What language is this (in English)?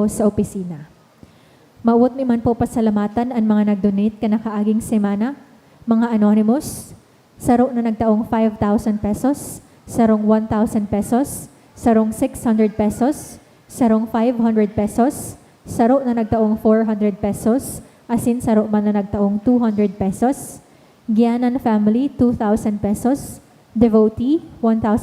Bikol